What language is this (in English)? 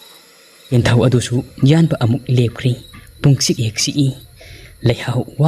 Manipuri